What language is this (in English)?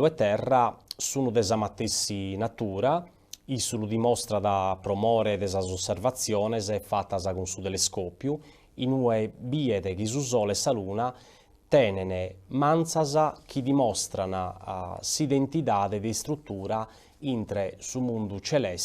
Sardinian